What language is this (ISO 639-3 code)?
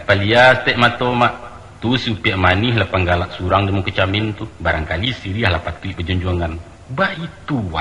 min